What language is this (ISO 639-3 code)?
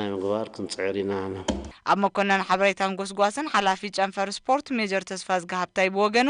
tir